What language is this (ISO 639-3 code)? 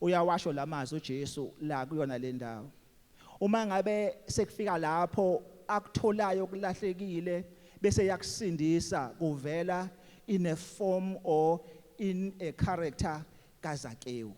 zul